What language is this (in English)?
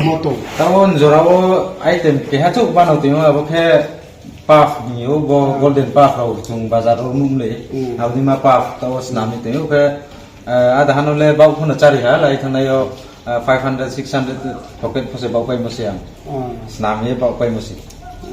Riang (India)